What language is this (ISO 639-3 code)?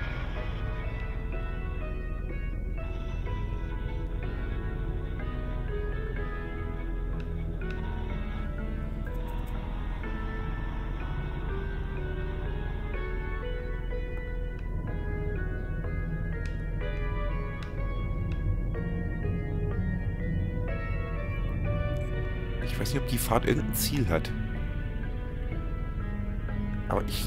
deu